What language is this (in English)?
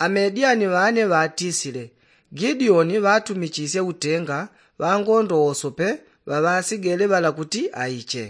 Yao